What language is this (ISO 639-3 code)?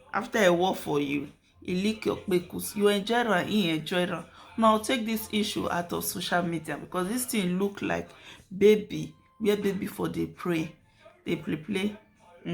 pcm